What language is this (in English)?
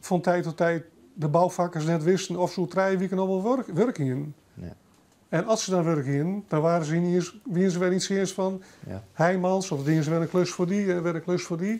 Western Frisian